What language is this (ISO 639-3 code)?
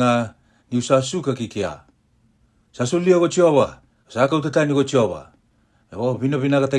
fij